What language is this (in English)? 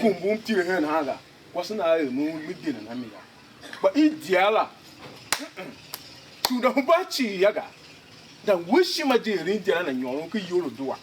Tiv